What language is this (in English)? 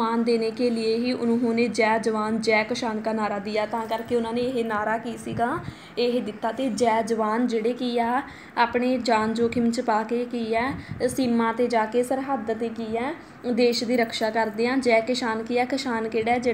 Punjabi